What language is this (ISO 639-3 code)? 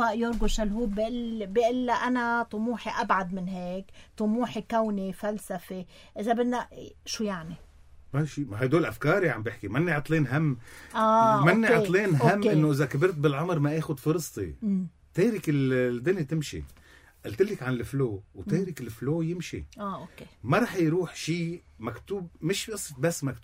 apc